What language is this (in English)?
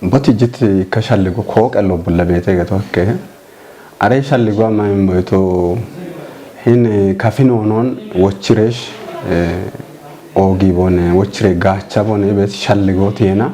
Kafa